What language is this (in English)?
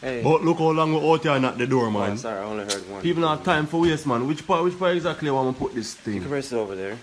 Jamaican Creole English